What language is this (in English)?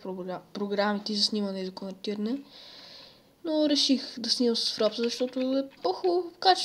Bulgarian